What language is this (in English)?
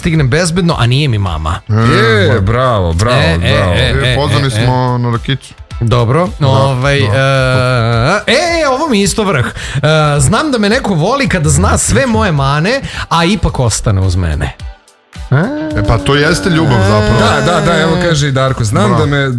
Serbian